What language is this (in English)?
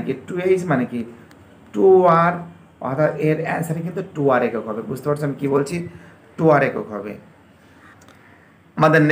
Bangla